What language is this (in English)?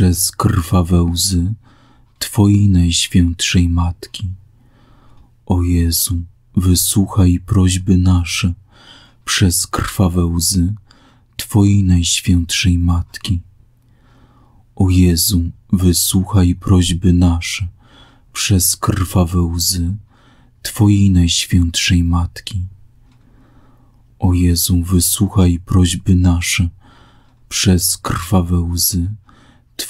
Polish